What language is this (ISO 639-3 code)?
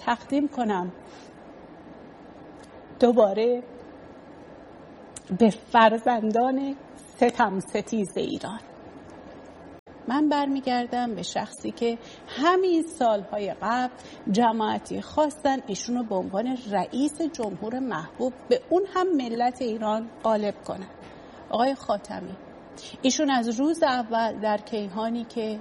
fas